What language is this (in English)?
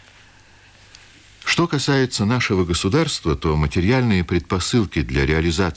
Russian